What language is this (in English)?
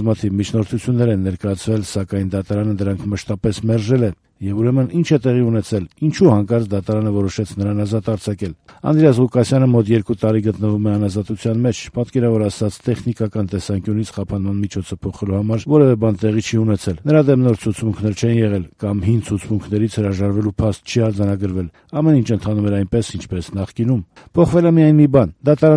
Armenian